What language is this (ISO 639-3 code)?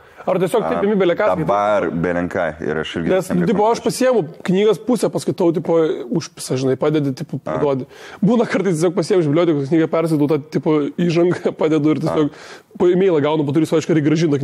lit